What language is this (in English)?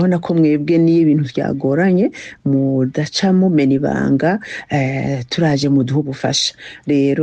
Rundi